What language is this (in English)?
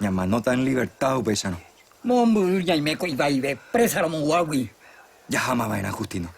Guarani